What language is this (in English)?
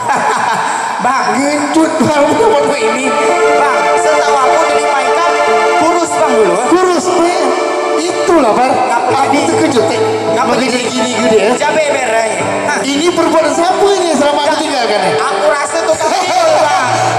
Malay